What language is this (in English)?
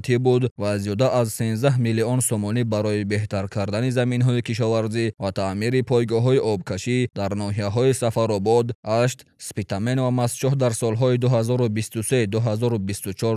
Tajik